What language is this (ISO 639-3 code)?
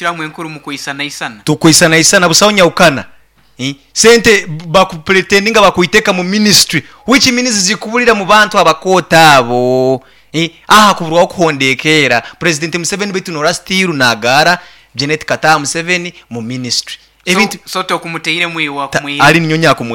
nyo